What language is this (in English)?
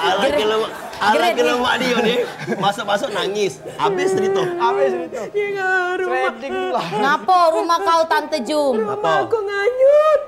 Musi